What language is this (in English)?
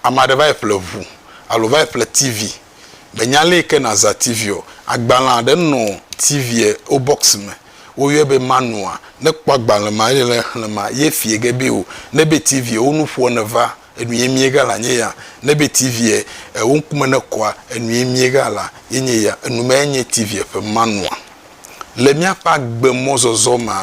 Ewe